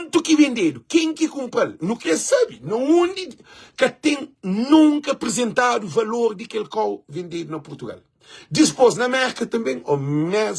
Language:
Kabuverdianu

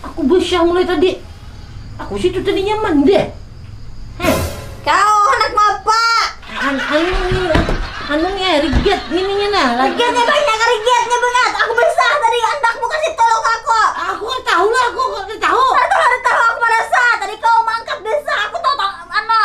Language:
Banjar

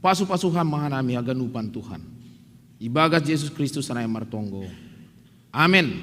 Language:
Batak Simalungun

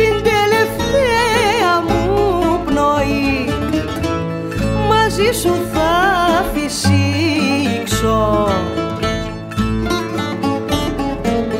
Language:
Greek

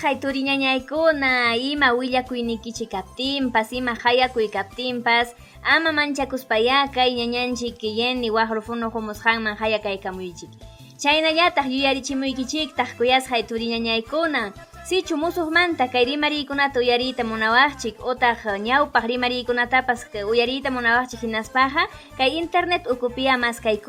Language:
Ayacucho Quechua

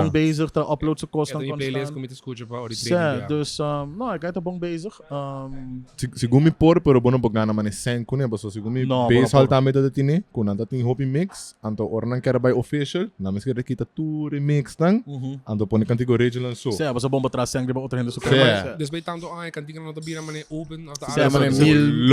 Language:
Papiamento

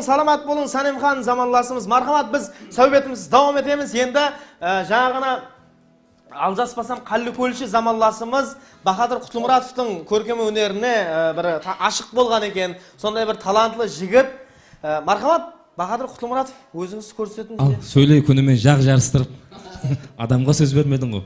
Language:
Kara-Kalpak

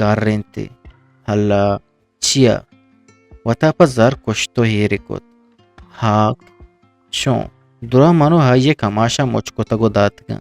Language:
Eastern Balochi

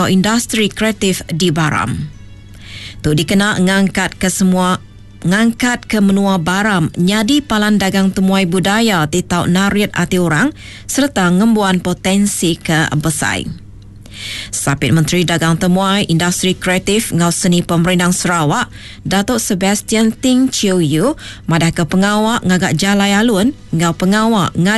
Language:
Iban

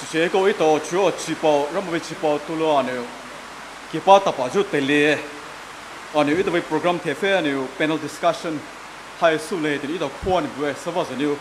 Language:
Poumei Naga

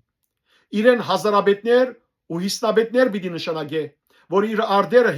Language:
Western Armenian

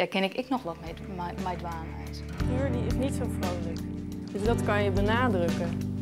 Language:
Western Frisian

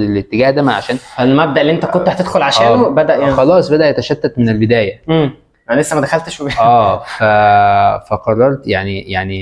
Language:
Egyptian Arabic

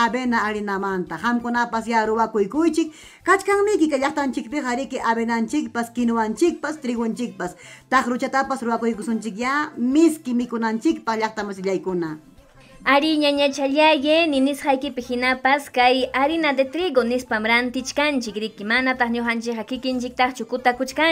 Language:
Ayacucho Quechua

